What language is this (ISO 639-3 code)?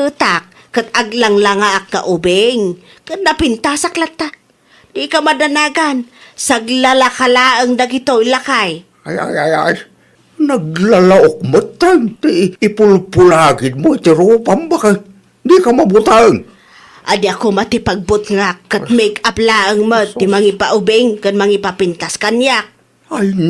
ilo